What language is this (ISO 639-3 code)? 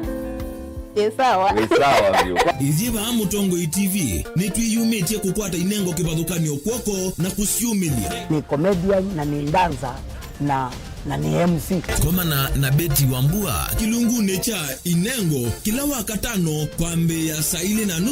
kam